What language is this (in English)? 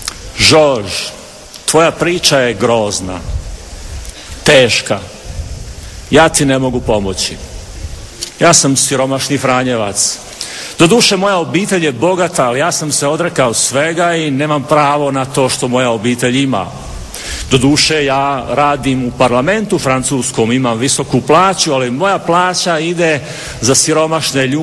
Croatian